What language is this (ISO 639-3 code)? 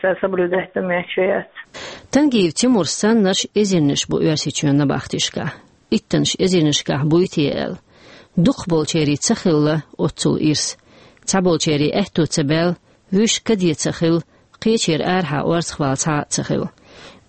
che